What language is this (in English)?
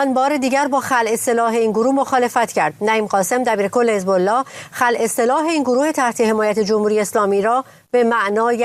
Persian